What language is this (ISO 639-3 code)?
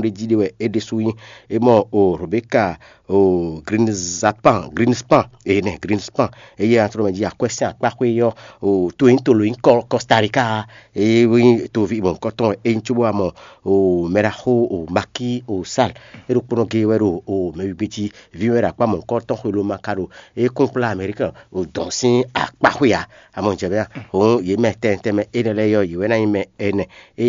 fon